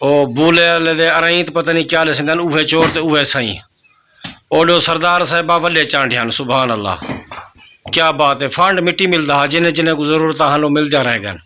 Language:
Saraiki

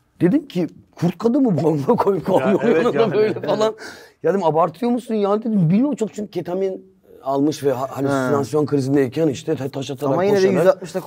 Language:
Turkish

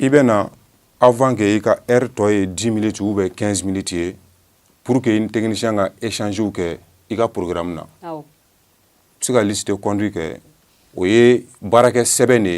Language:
Bambara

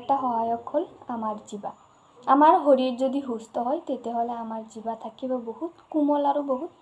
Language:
Assamese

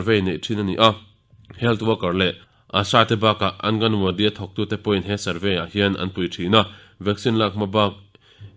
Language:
Mizo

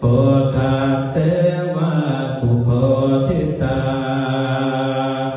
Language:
Pali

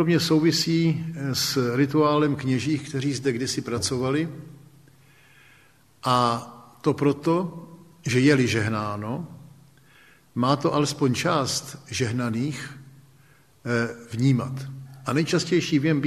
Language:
Czech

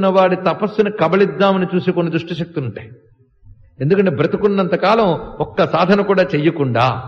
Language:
Telugu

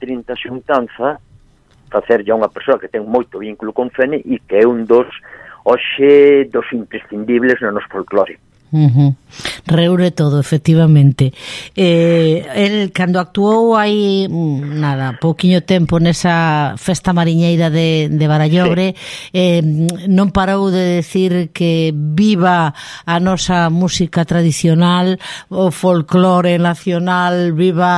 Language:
Galician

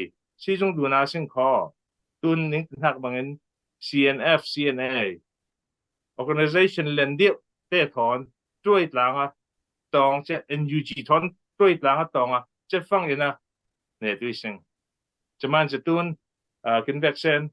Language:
Falam Chin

